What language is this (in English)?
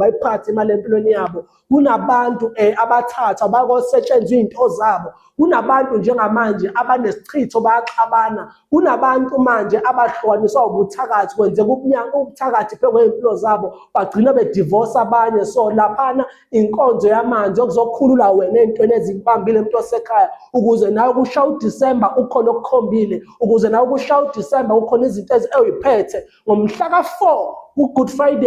Zulu